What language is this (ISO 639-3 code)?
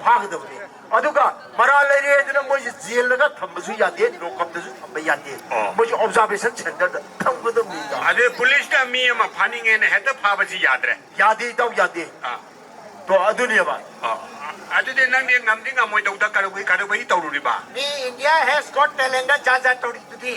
mni